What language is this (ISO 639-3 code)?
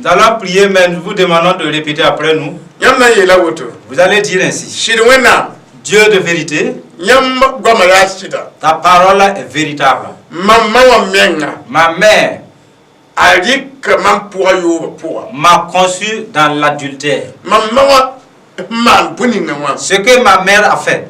mos